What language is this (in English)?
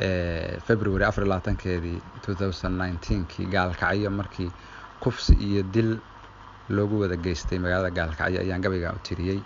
Somali